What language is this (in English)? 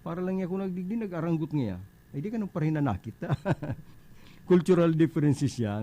Bikol